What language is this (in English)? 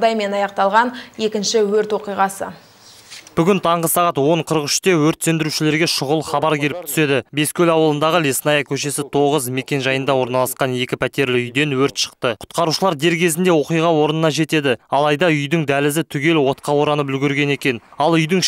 Kazakh